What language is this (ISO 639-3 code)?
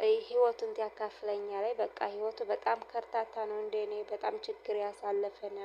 amh